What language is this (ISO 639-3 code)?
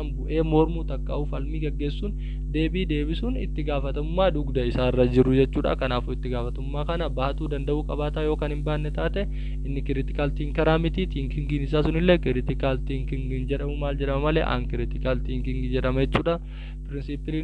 orm